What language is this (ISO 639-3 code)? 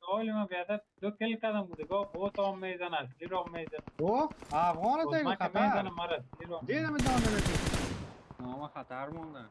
fas